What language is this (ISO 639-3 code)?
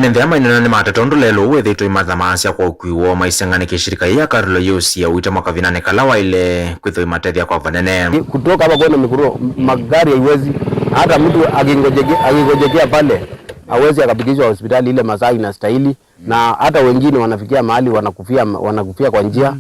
kam